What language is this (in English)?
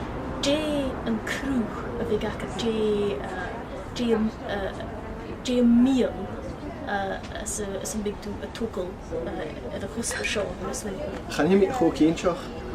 Scottish Gaelic